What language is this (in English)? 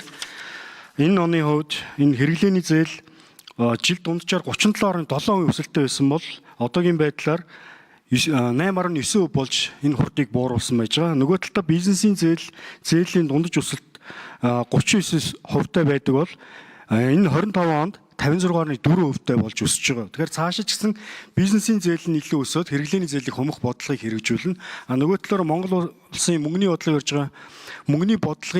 Mongolian